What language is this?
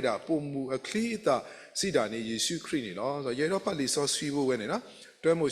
S'gaw Karen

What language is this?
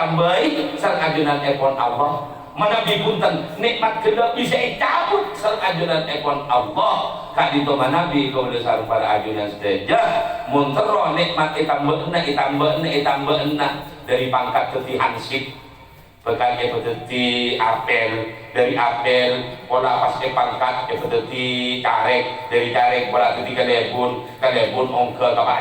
Madurese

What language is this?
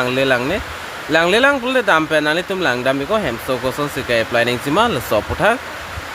Karbi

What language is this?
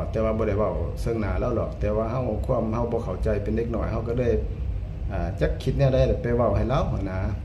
Northeastern Thai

